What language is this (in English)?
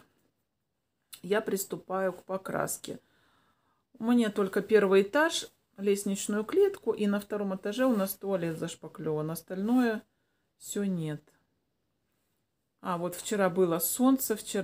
Russian